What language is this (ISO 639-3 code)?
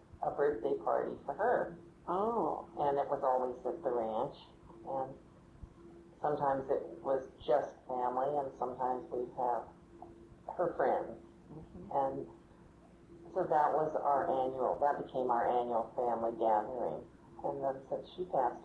eng